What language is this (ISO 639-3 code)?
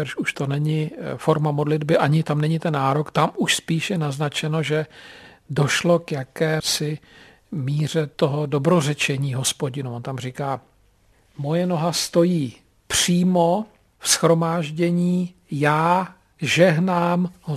ces